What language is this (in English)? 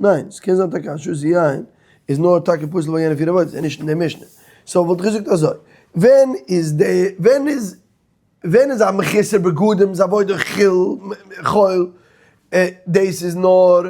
Yiddish